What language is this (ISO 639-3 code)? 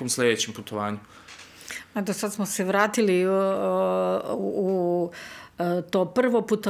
srp